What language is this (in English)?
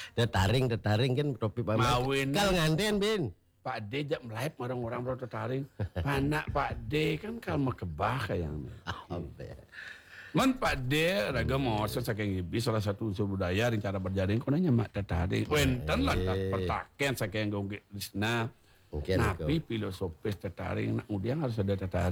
Balinese